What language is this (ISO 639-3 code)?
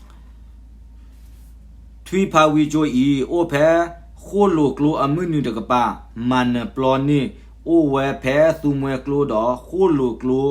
ksw